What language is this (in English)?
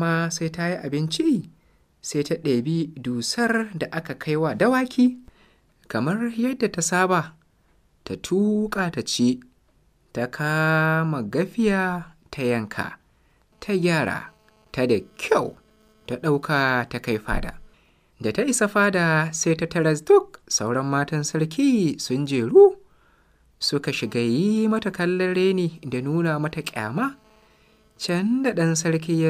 Hausa